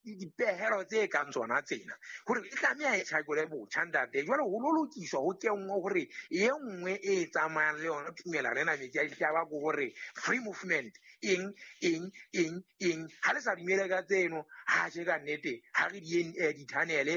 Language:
Southern Sotho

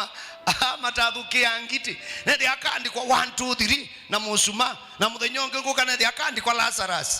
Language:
Kamba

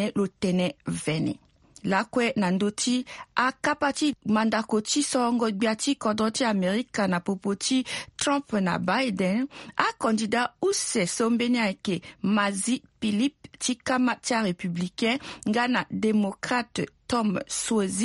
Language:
Sango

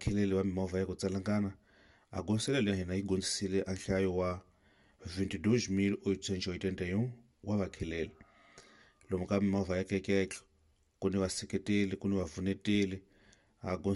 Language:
Tsonga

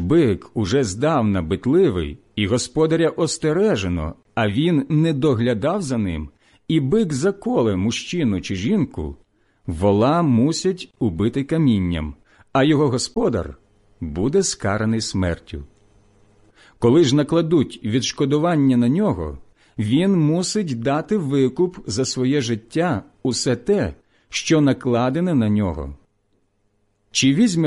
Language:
Ukrainian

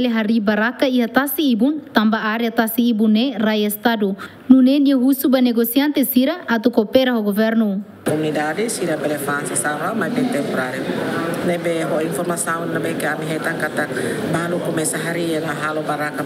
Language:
Tetum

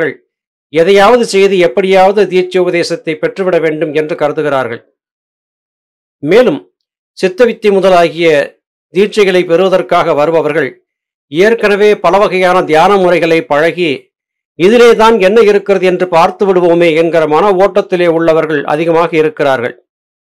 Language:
Tamil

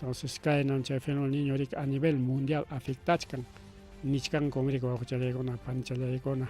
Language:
Ayacucho Quechua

